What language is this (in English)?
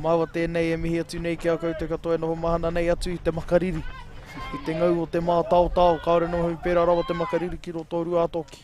Māori